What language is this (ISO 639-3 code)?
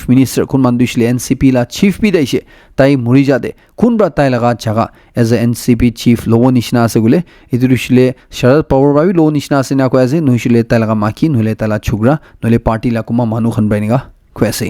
nag